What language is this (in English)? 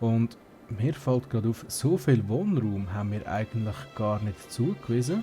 Swiss German